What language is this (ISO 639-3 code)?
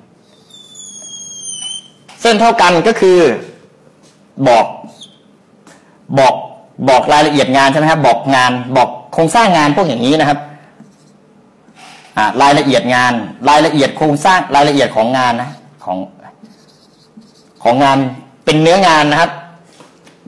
tha